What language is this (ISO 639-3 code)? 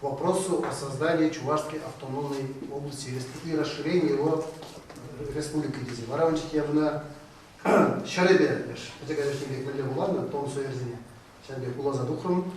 chv